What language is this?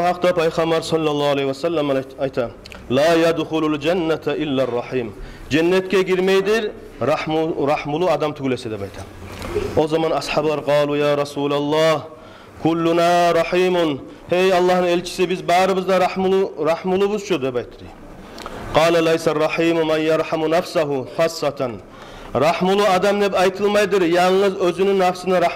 Kumyk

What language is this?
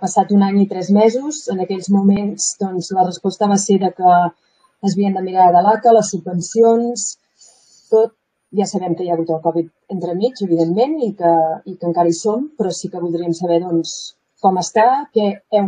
Catalan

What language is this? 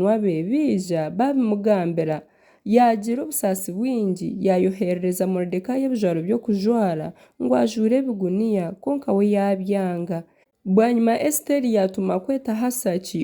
Nyankole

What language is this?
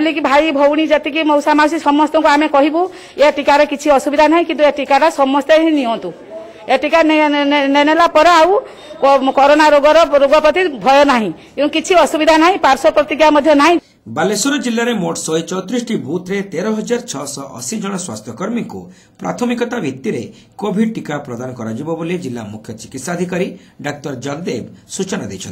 Odia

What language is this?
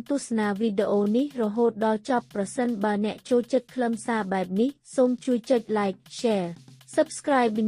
Khmer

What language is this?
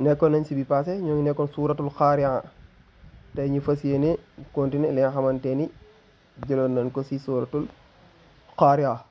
Wolof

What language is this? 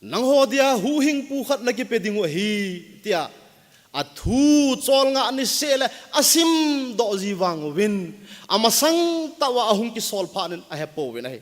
Thado Chin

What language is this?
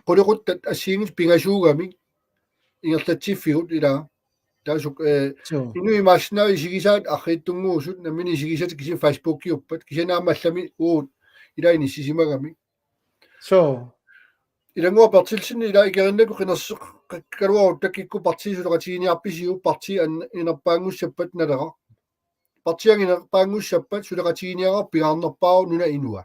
Kalaallisut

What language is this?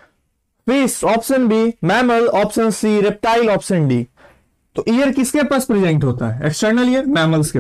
Hindi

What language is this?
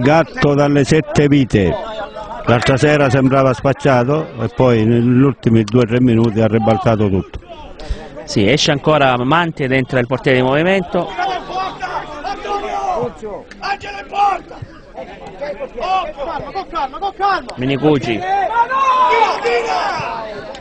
Italian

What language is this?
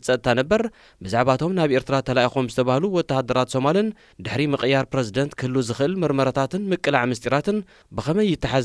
Tigrinya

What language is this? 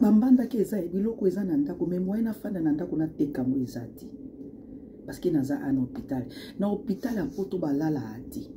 Lingala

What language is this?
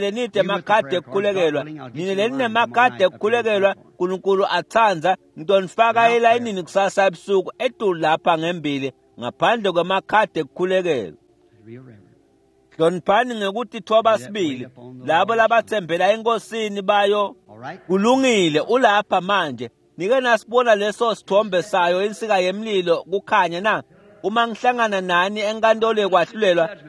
Swati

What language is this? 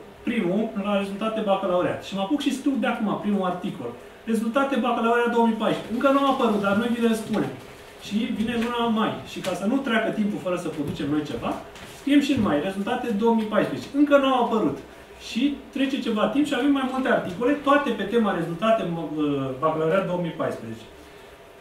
Romanian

